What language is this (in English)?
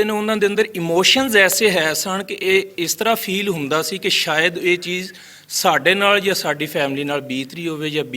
Western Panjabi